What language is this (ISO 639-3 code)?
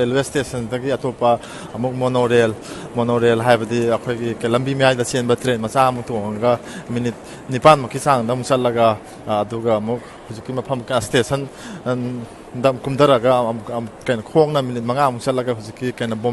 mni